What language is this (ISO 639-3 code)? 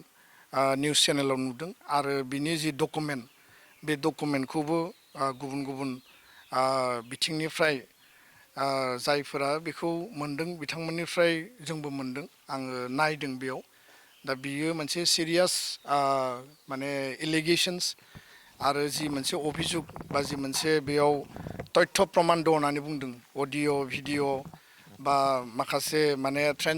brx